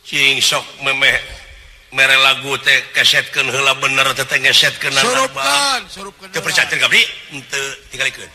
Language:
Sundanese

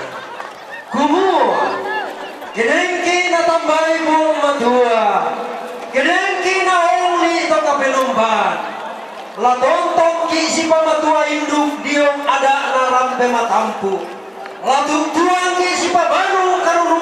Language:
Toraja-Sa'dan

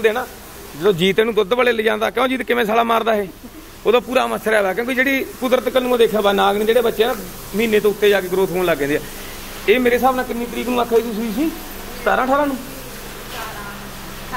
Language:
Punjabi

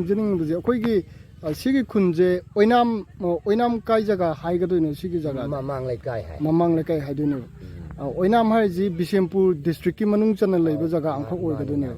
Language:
Manipuri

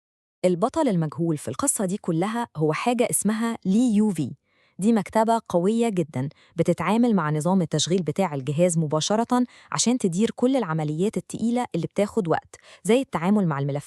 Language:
Egyptian Arabic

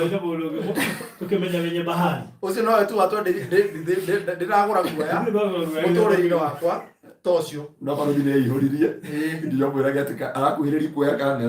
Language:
Kikuyu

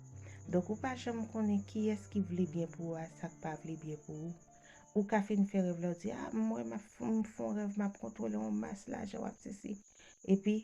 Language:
Haitian Creole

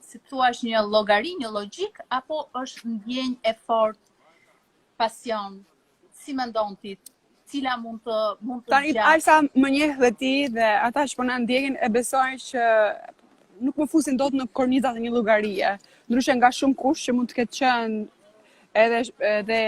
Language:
Albanian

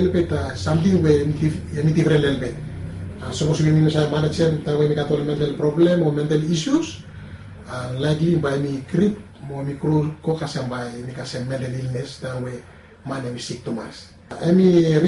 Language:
Bislama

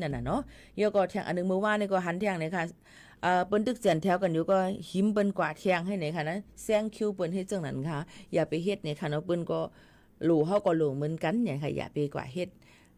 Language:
Shan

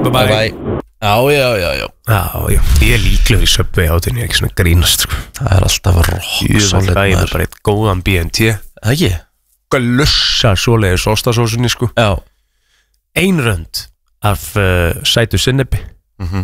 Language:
Icelandic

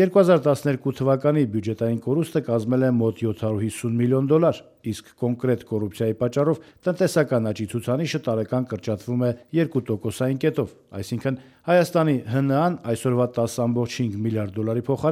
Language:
Armenian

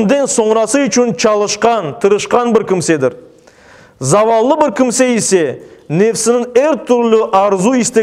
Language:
Crimean Tatar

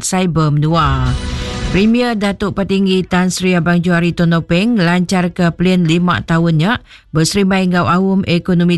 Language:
Iban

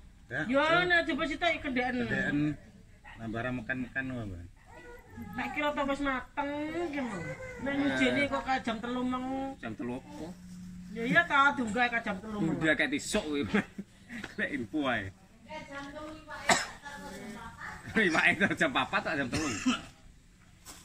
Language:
Javanese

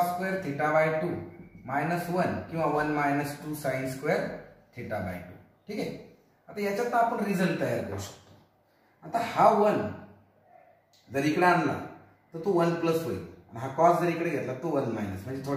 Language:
Marathi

